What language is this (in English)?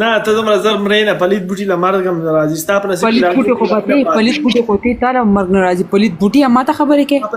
Pashto